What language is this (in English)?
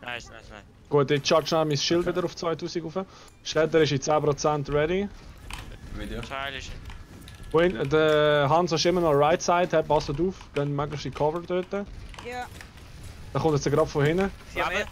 Swiss German